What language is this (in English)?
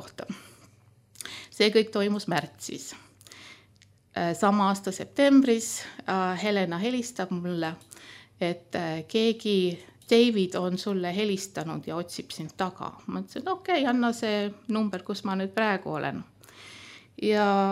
Estonian